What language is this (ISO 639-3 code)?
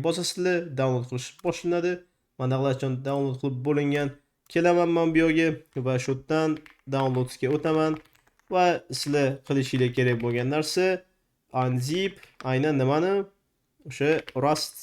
uzb